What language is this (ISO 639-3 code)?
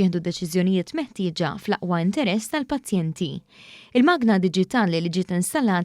mlt